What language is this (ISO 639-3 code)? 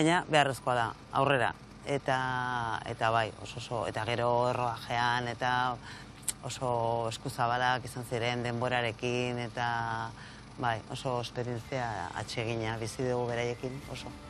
eus